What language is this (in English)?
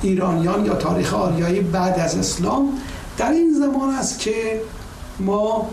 Persian